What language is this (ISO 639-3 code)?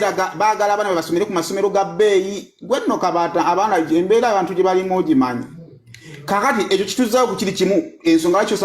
lug